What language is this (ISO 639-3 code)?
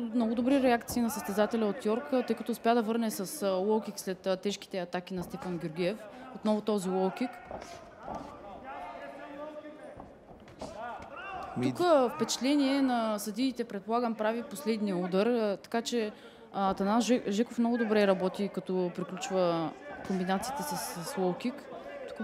bul